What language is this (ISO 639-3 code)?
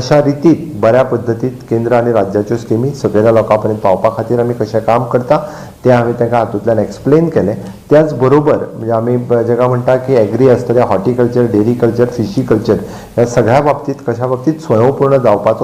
kok